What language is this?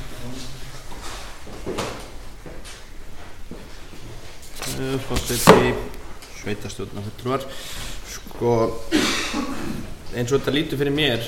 Icelandic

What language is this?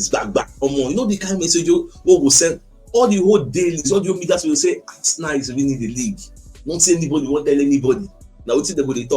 Nigerian Pidgin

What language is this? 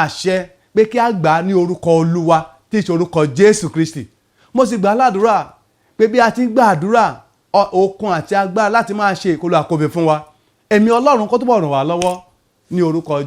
Yoruba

